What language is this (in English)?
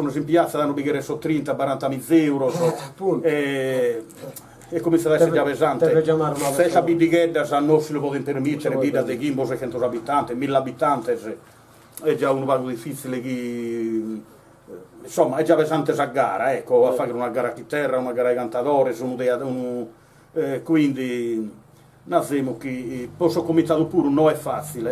Sardinian